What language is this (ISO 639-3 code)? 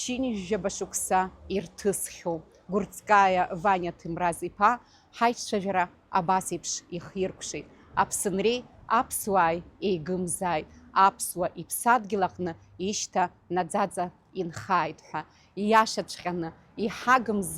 abk